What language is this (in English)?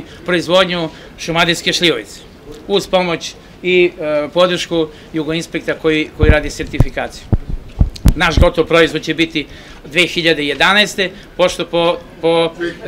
Serbian